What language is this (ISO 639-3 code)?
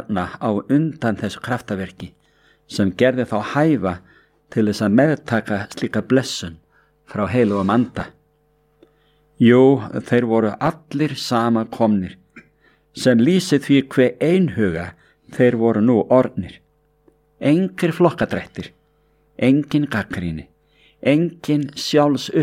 isl